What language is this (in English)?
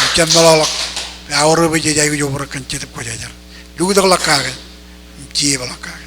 Marshallese